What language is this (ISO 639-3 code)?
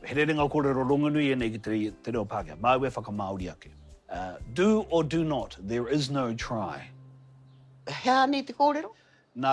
mri